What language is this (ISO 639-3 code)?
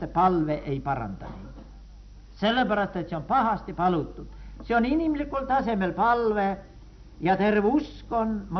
est